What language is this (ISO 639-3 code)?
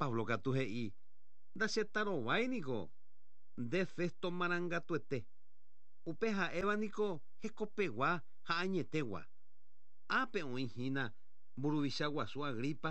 grn